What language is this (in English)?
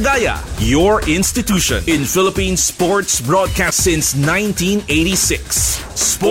Filipino